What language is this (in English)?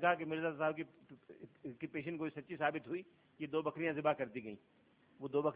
Urdu